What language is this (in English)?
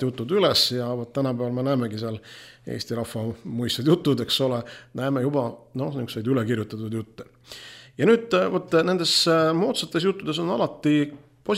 Estonian